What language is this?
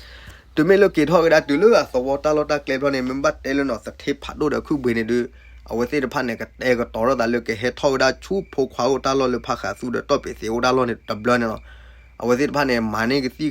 S'gaw Karen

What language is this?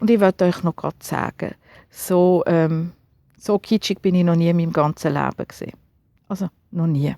Swiss German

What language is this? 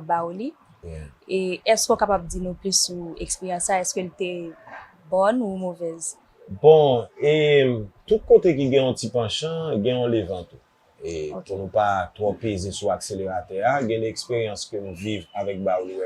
Haitian Creole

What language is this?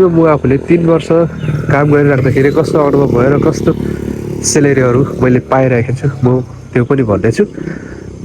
Nepali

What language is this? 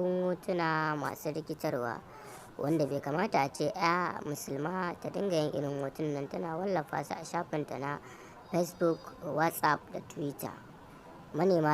Hausa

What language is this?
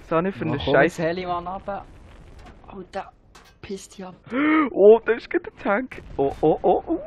Swiss German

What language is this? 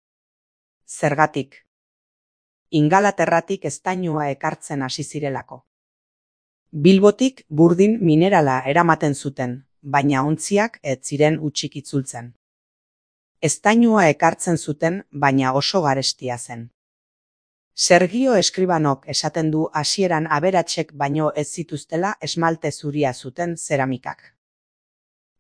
Basque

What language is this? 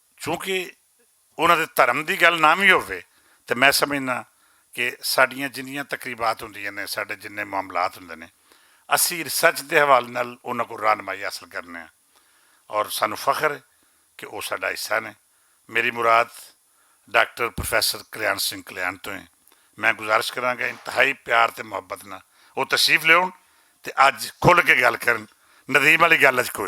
Western Panjabi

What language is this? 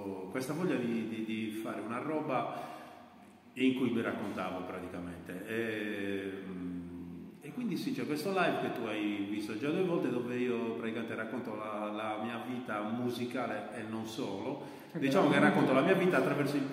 Italian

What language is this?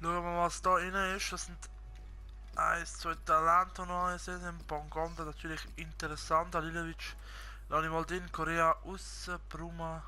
Swiss German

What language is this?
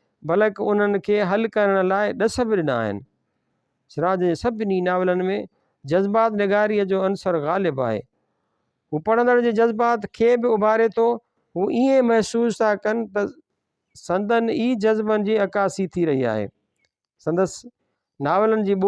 Sindhi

